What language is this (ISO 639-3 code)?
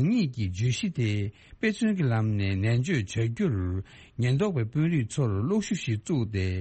bod